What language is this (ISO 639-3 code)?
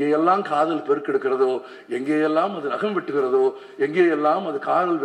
tam